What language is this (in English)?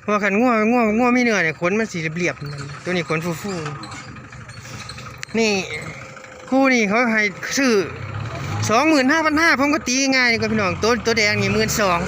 Northeastern Thai